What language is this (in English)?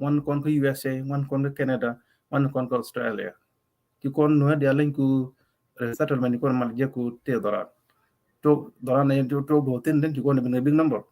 Nuer